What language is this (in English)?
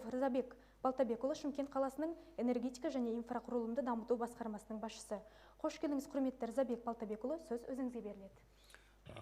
Kazakh